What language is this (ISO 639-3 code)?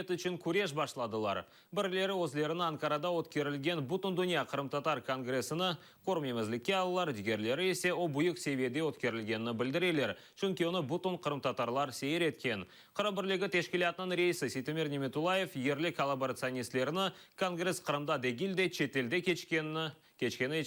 crh